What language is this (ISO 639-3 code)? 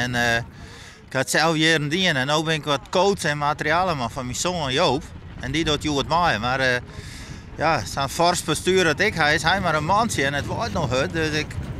fry